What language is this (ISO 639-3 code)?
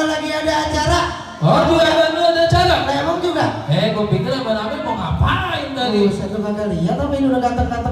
bew